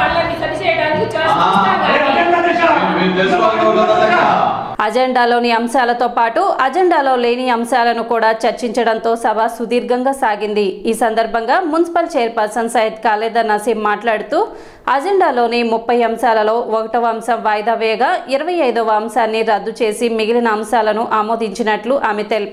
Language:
Telugu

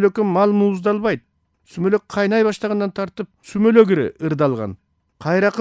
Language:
Kyrgyz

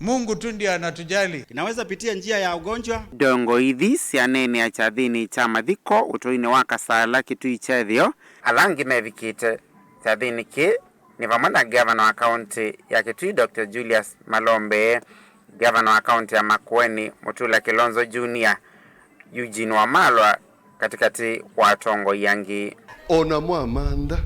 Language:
Kamba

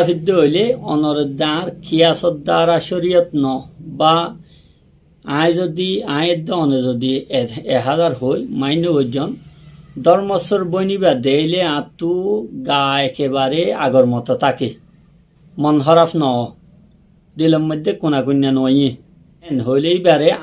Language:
Rohingya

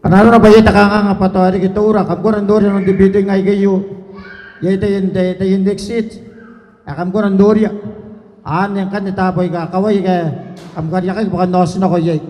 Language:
Gilbertese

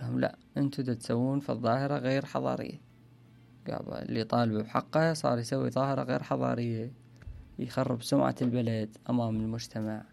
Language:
Mesopotamian Arabic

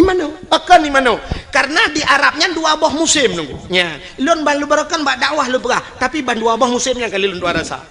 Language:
Achinese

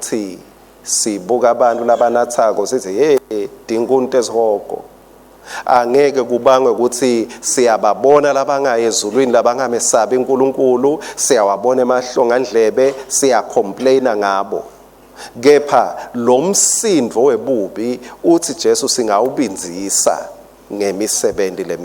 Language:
Swati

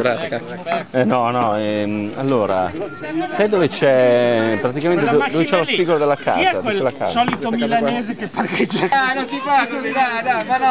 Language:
Italian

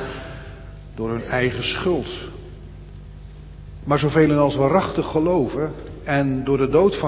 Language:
Dutch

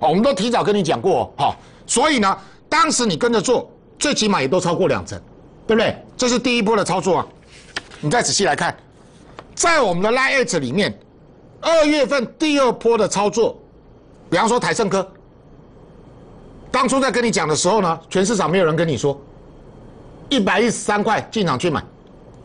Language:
Chinese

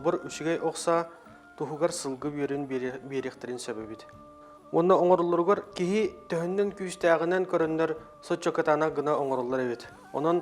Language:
Yakut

